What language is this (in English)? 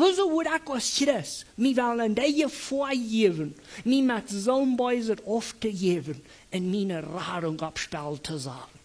Plautdietsch